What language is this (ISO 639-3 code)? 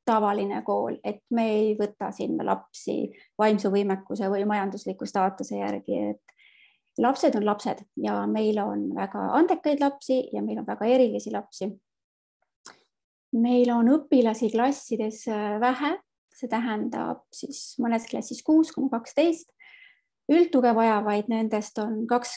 est